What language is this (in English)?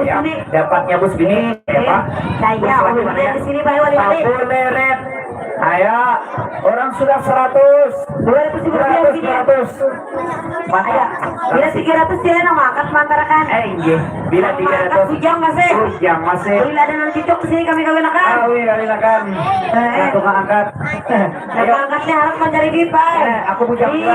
Banjar